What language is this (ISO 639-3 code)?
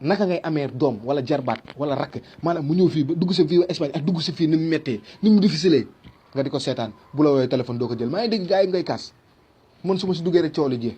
wol